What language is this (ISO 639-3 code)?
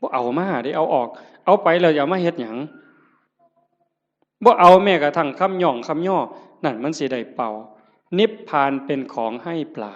tts